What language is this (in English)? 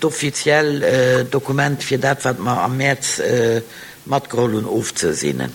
Luxembourgish